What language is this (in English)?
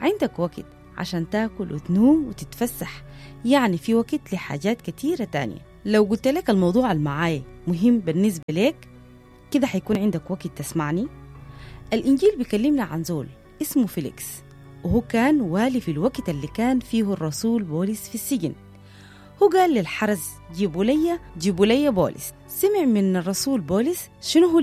Sudanese Arabic